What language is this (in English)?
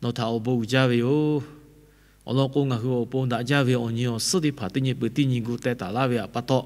Lahu